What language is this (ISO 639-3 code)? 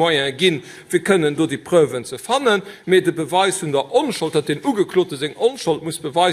ltz